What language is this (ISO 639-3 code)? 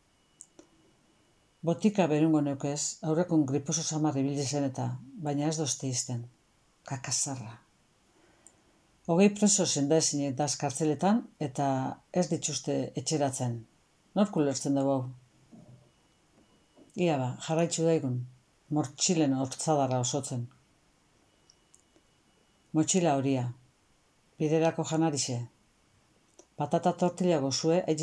eus